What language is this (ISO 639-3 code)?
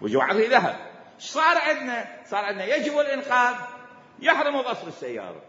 acm